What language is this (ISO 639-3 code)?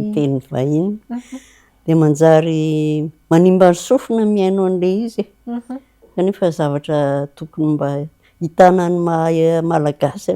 mlg